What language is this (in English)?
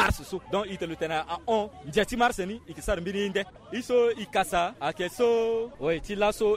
Sango